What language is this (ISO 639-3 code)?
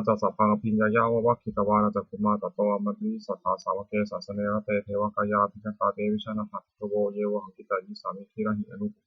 pli